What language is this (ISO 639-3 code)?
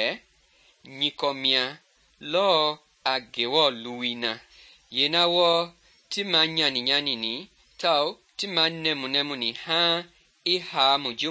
men